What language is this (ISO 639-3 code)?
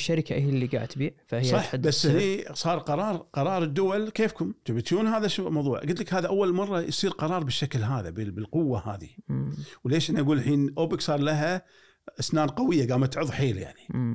afb